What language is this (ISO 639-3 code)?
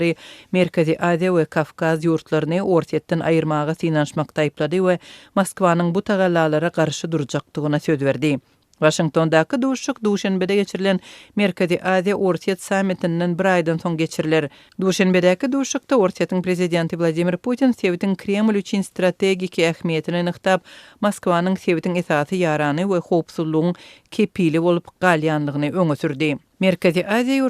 tuk